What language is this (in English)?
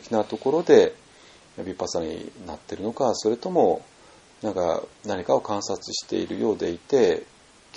Japanese